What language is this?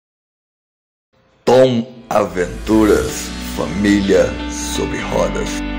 Portuguese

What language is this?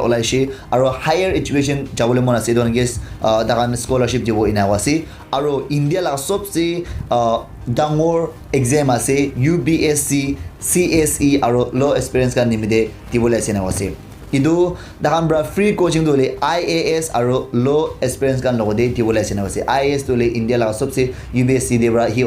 Naga Pidgin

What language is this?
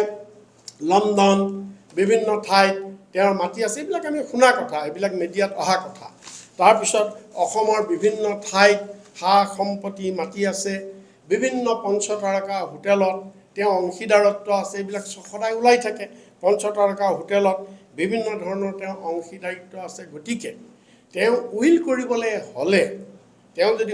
Assamese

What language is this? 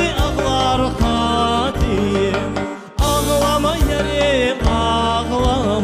Crimean Tatar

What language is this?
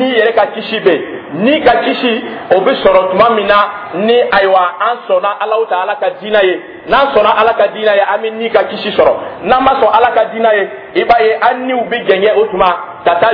Dyula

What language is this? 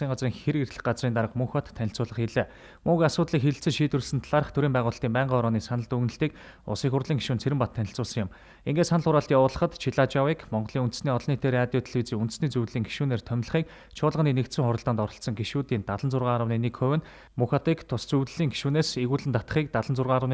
Mongolian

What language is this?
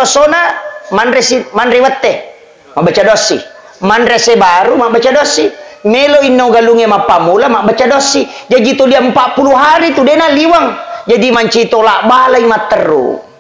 Buginese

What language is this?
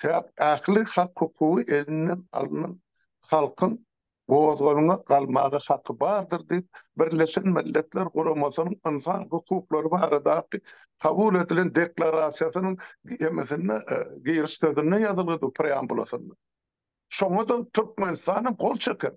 Turkmen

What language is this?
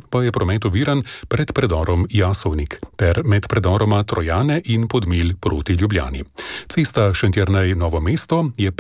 Slovenian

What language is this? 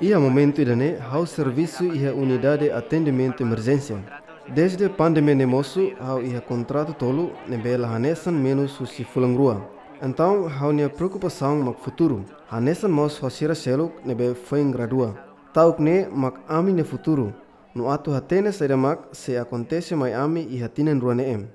Tetum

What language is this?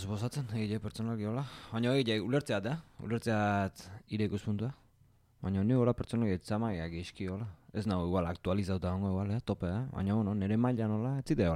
Basque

